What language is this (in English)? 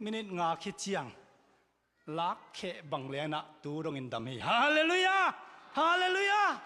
Tedim Chin